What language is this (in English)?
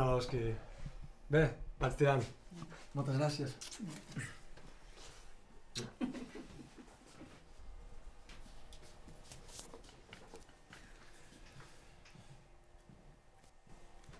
Catalan